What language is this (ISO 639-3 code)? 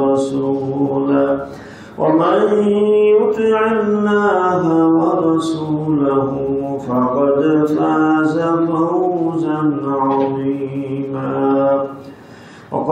ben